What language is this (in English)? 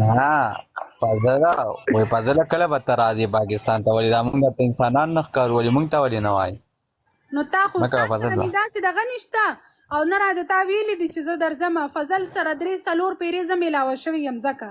Pashto